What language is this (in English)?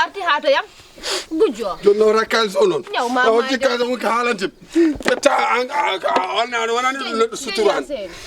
Fula